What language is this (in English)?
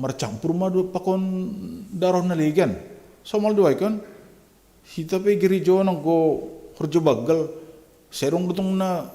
Batak Simalungun